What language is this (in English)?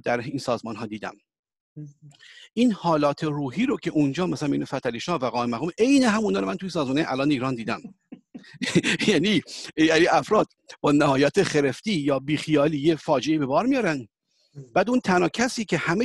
Persian